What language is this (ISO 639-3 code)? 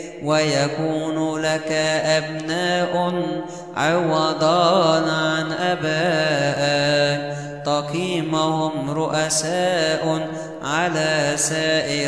ara